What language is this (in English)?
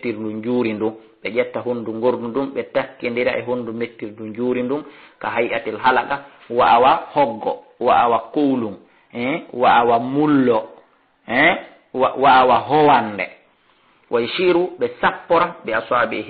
Fula